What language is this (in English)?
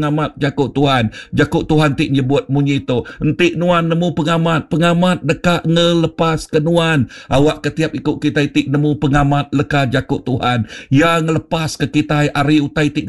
Iban